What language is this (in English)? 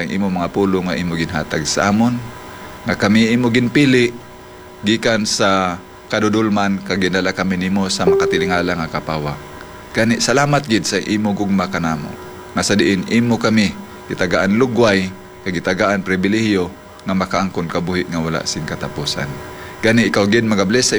Hiligaynon